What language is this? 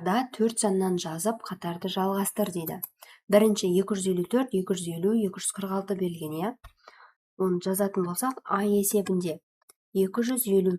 Kazakh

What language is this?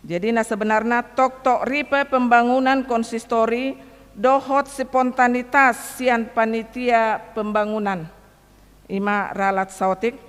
Batak Toba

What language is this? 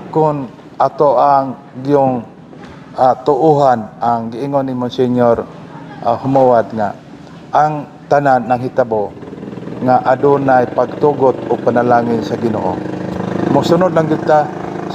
Cebuano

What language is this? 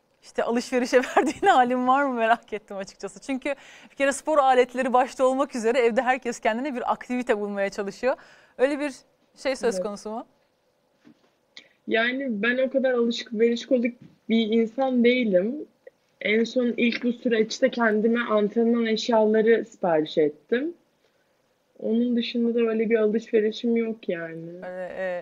Turkish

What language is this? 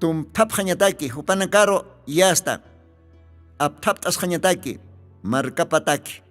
Aymara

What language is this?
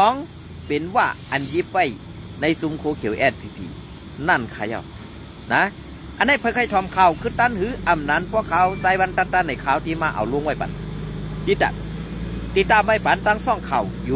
Shan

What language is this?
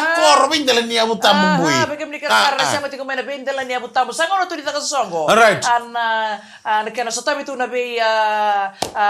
Fijian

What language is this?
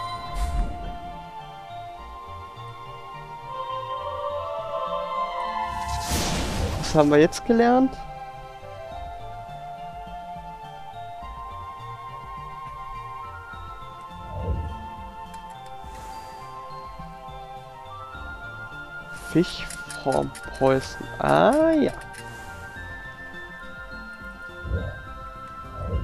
German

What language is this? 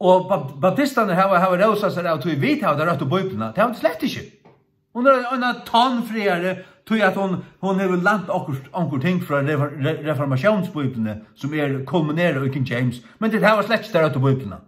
Faroese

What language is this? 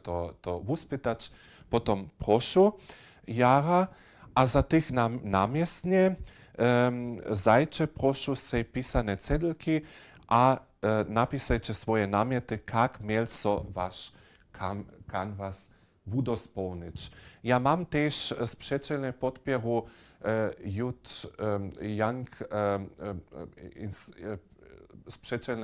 Upper Sorbian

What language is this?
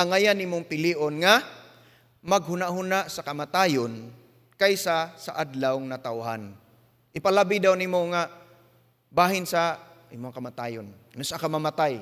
Cebuano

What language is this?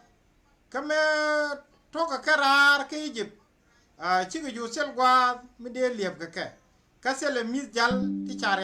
Nuer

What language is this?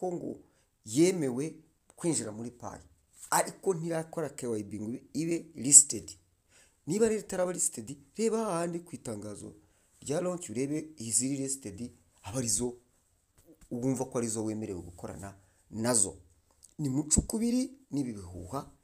Kinyarwanda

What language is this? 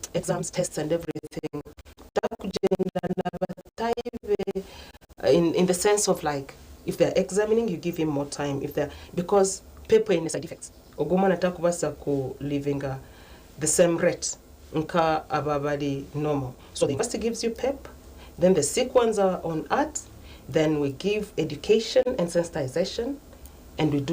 Nyankole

